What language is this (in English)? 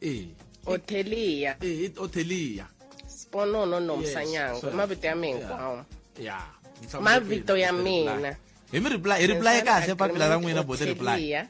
Tsonga